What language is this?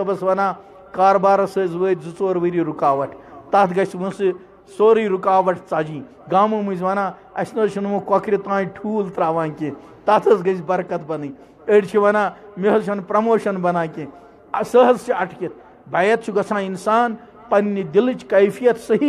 Kashmiri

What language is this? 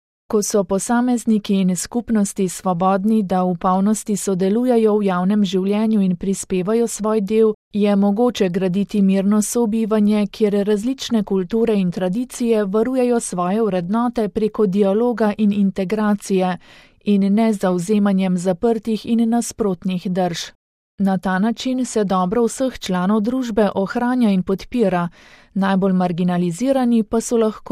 Slovenian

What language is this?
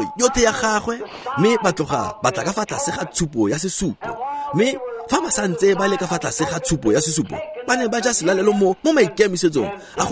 Tswana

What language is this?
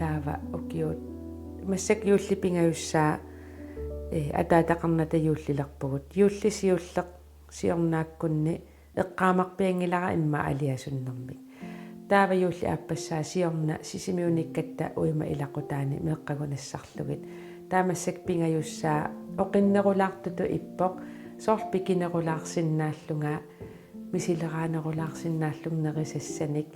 Kalaallisut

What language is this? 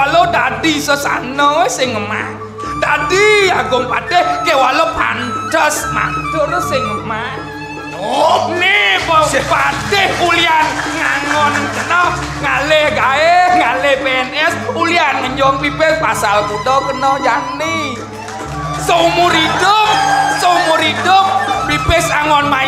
Balinese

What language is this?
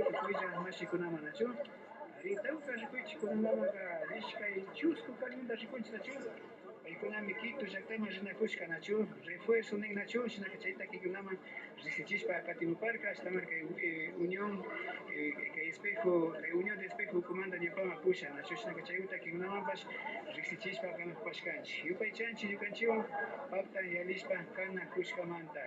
Imbabura Highland Quichua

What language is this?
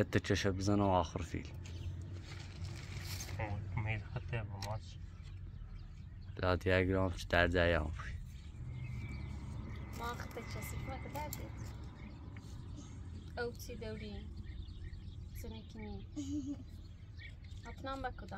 Persian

